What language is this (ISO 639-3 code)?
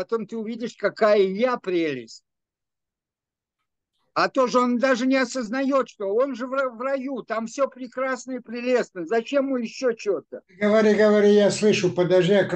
rus